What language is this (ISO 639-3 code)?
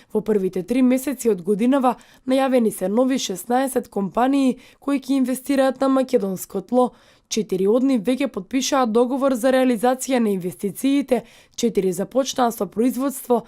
mkd